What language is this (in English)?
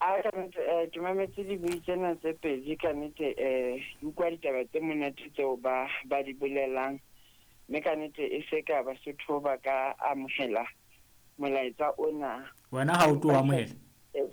Southern Sotho